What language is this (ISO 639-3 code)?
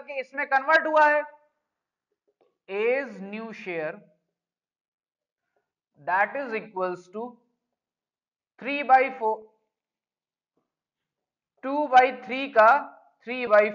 hin